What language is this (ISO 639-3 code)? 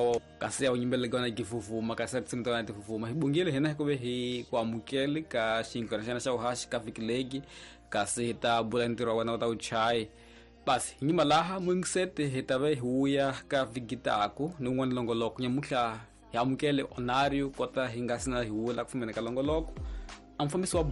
tso